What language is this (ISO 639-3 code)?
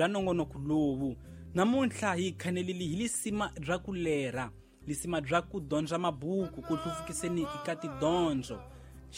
tso